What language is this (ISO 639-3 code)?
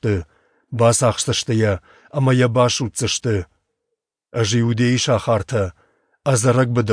oss